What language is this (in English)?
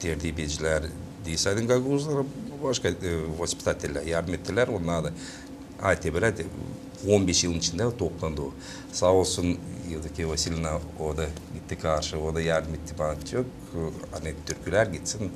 Gagauz